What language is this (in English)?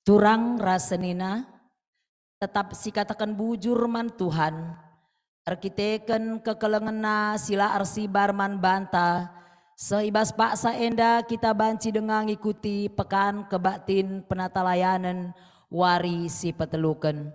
Batak Karo